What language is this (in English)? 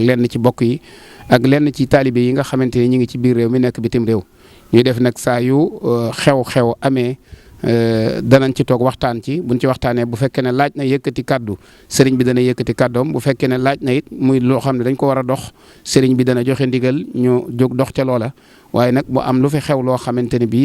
Wolof